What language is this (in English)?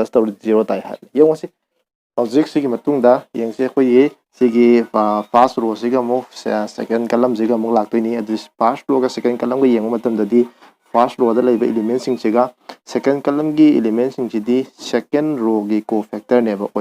Manipuri